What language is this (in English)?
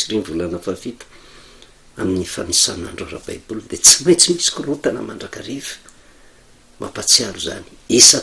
Malagasy